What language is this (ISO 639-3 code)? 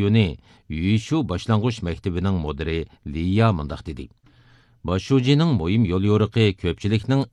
uig